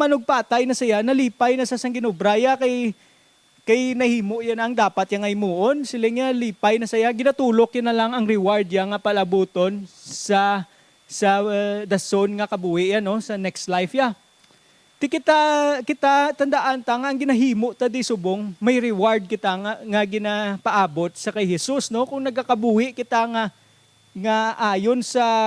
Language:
Hiligaynon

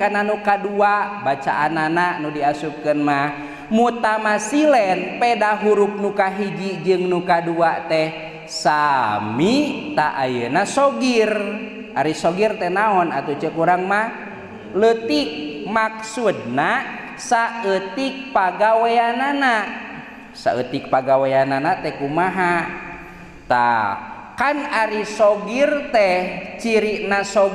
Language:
Sundanese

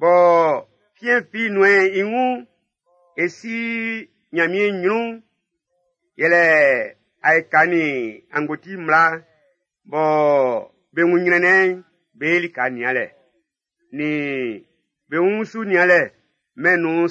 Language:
Baoulé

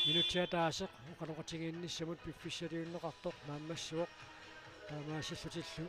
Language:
Kalaallisut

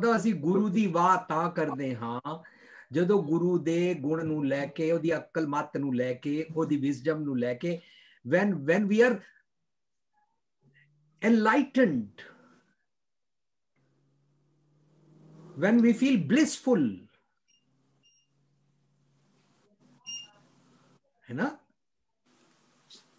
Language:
Punjabi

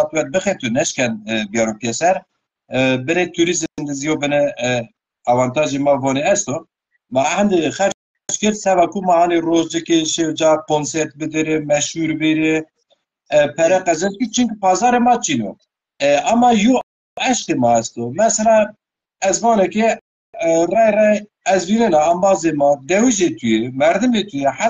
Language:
Zaza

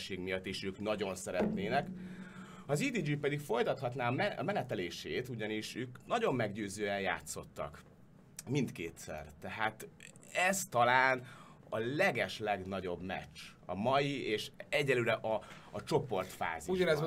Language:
Hungarian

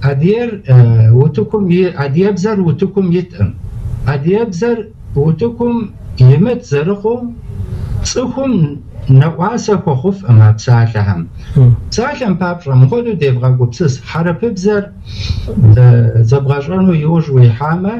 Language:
Kabardian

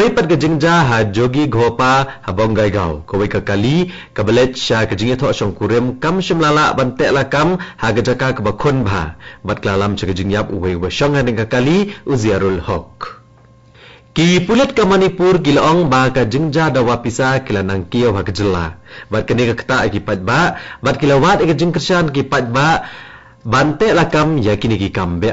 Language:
Khasi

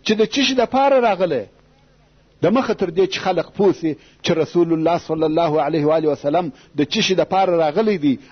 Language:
Pashto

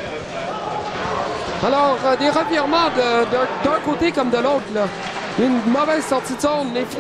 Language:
French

